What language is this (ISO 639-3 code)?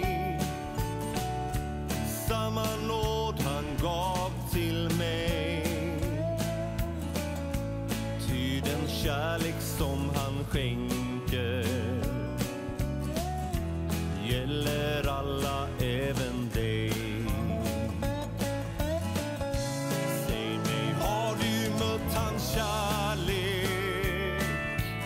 swe